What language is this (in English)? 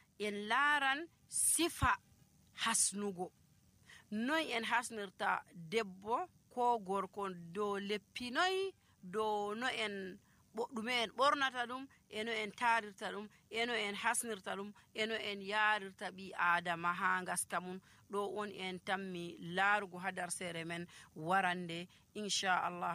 Nigerian Fulfulde